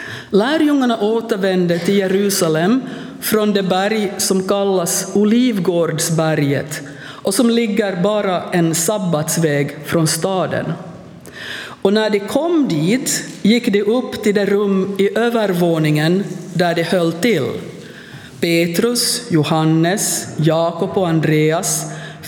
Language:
Swedish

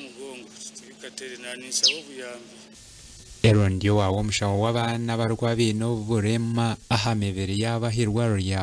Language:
Nyankole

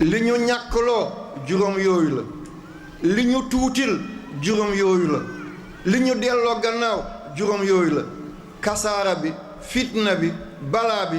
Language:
Wolof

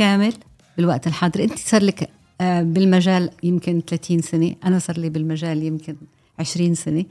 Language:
North Levantine Arabic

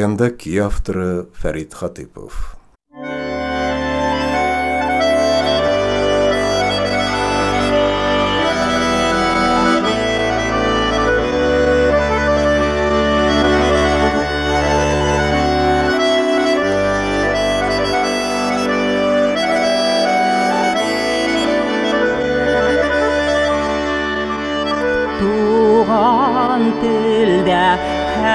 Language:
Tatar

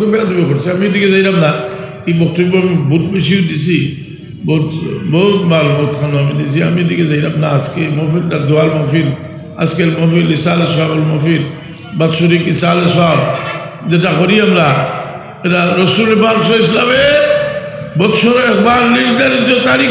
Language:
Sylheti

